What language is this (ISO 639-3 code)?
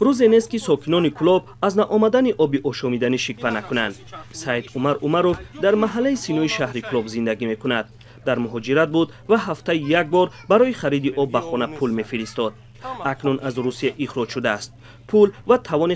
tgk